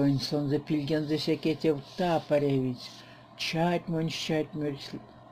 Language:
Erzya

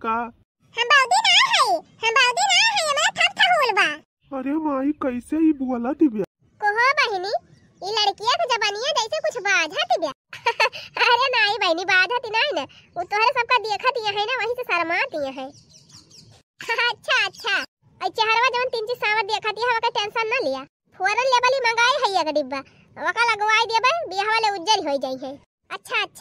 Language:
Bhojpuri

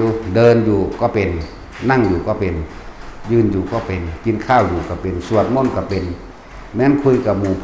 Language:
Northeastern Thai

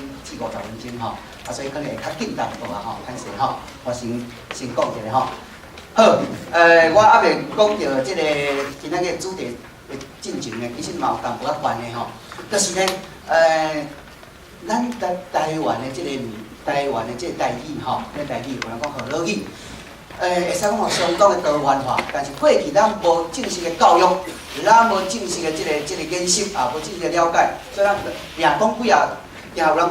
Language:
Min Nan Chinese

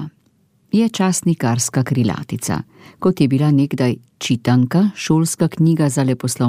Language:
Slovenian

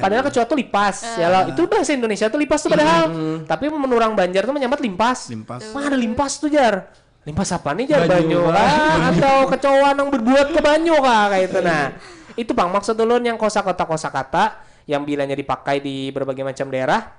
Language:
Banjar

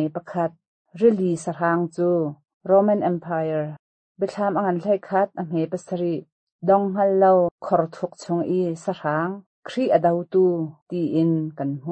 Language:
Hakha Chin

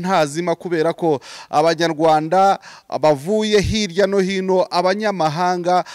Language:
Kinyarwanda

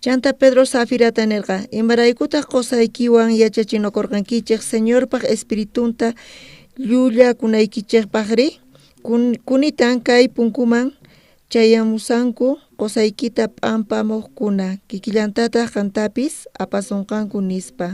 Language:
South Bolivian Quechua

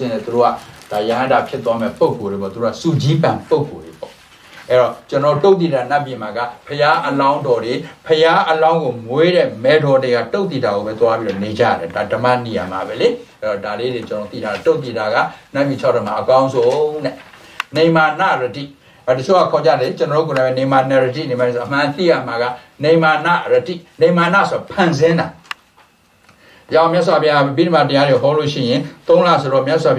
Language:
Burmese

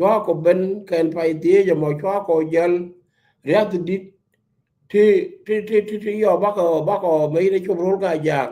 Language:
Nuer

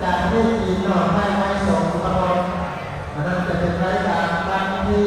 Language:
Lao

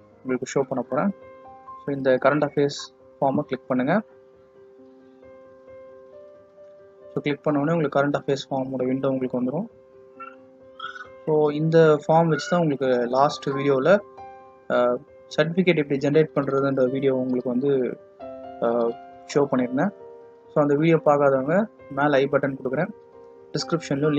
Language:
Tamil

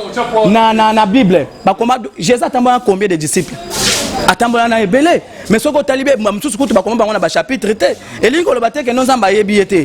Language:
Lingala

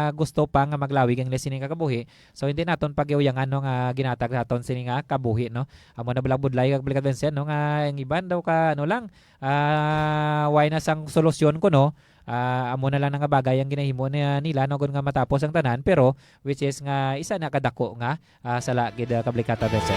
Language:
Hiligaynon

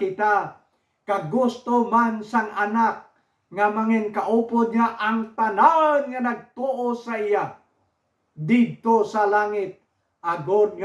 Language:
Hiligaynon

